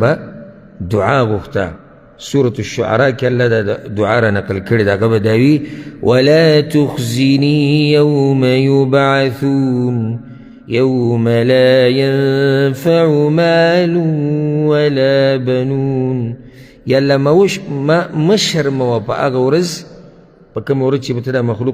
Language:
Pashto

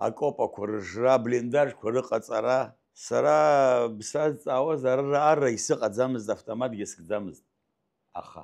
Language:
Abkhazian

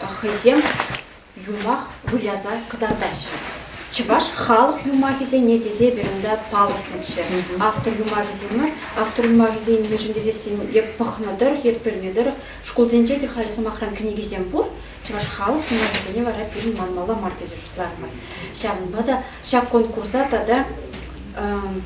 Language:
Chuvash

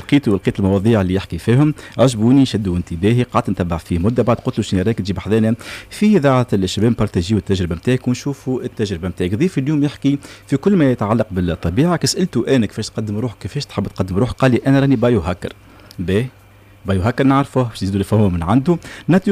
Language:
Tunisian Arabic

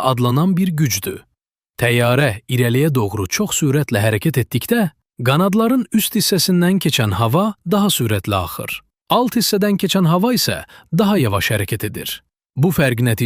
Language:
Azerbaijani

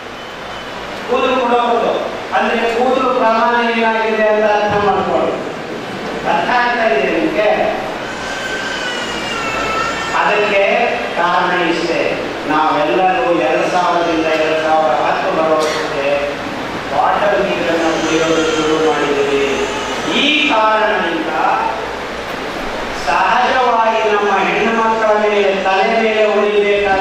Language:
Kannada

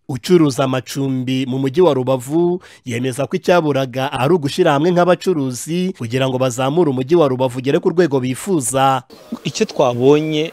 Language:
Kinyarwanda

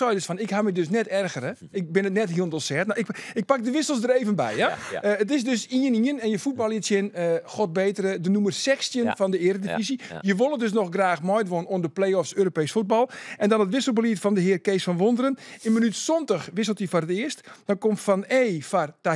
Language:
Western Frisian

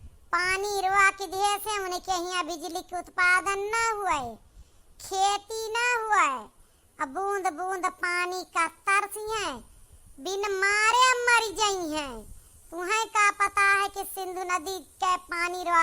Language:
Awadhi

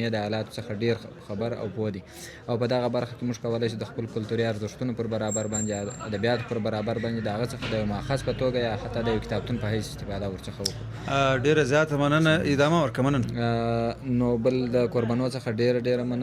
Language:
Pashto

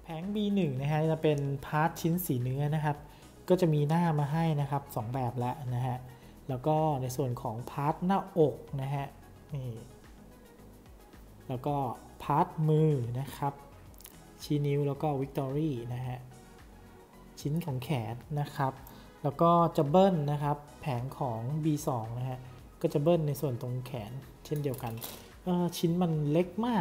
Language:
Thai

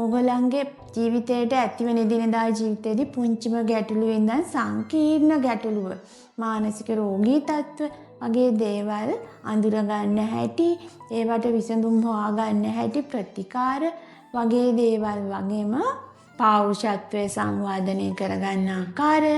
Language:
Sinhala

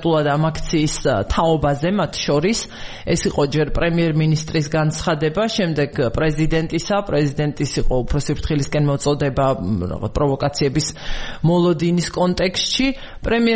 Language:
Georgian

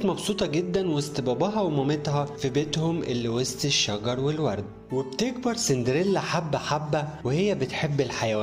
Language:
Egyptian Arabic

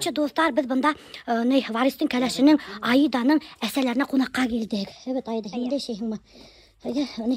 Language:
Bashkir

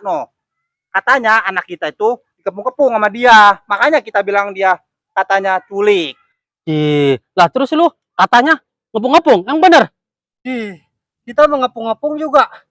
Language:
Betawi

